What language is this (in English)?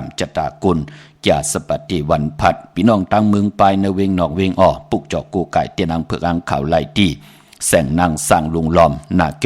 Shan